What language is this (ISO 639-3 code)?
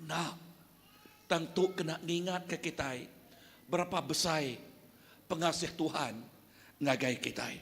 iba